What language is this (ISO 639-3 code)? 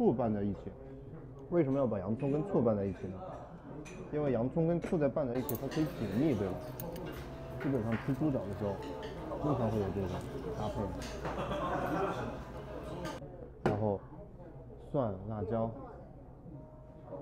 zho